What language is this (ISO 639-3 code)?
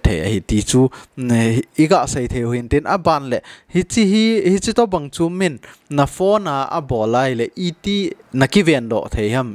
tcz